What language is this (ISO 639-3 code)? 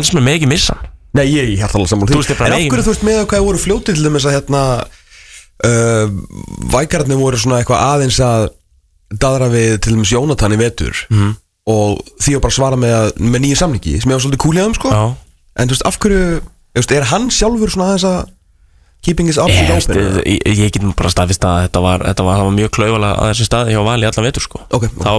isl